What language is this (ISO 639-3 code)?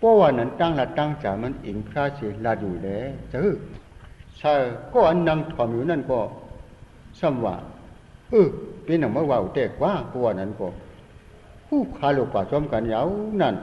shn